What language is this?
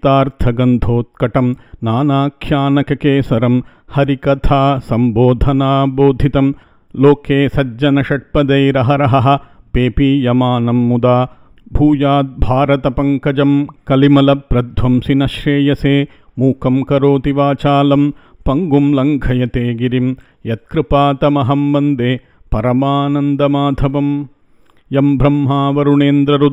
Sanskrit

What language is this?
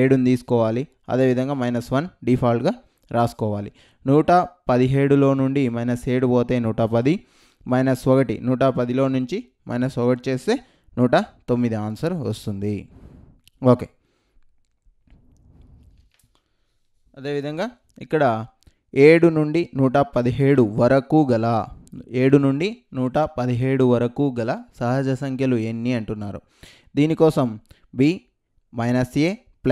Telugu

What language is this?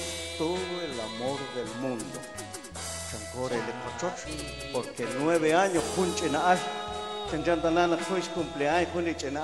Kekchí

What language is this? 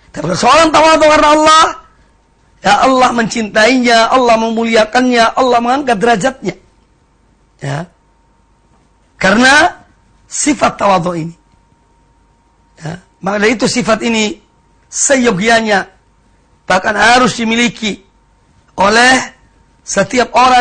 Indonesian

